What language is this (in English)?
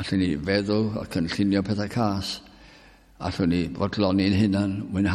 Welsh